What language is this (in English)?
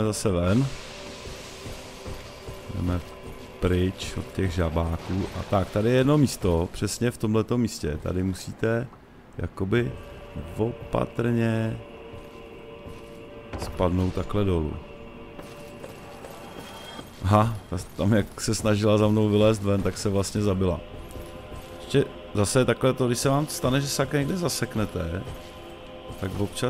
Czech